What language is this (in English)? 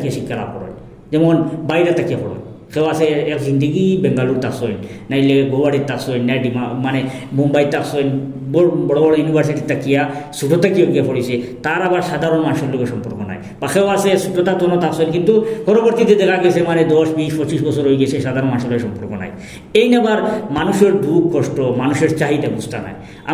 Sylheti